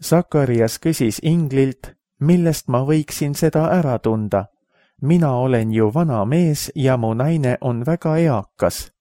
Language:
Estonian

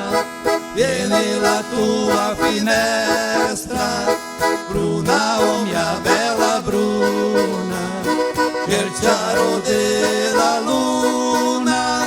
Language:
Venetian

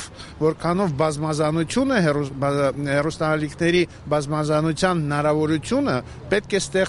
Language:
Armenian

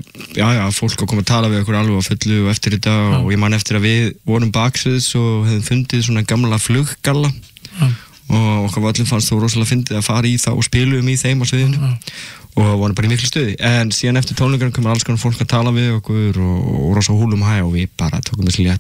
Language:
Icelandic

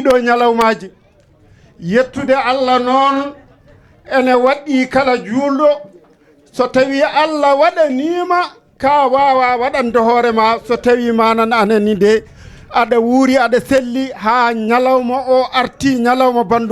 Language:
Fula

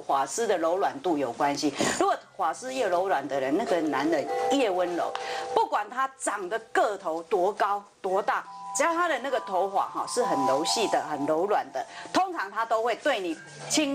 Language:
Chinese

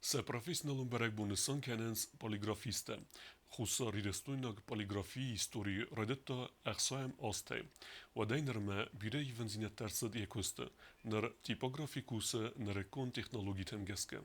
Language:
Ossetic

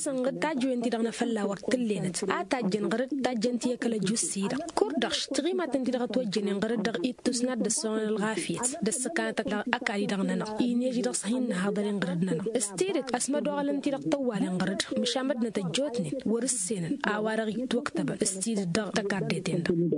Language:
Tamasheq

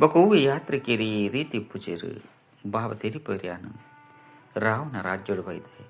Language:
Tulu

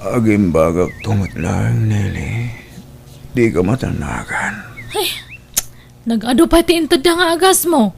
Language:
Iloko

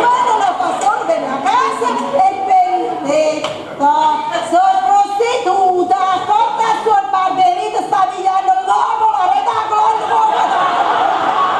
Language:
Neapolitan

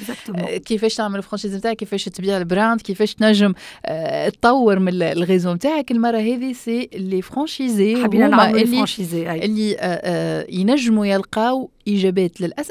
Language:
Tunisian Arabic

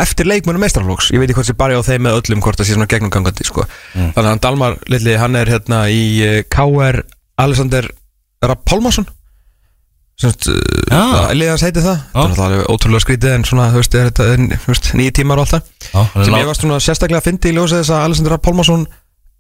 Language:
Icelandic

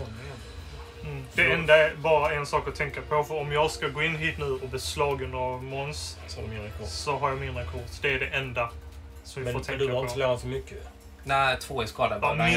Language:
Swedish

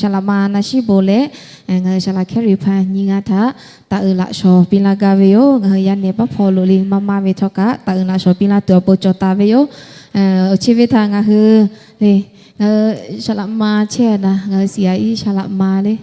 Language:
Lahu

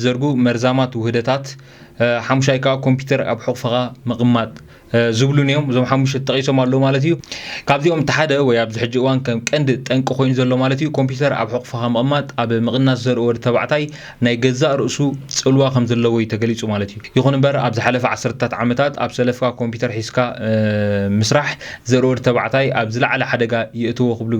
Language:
Tigrinya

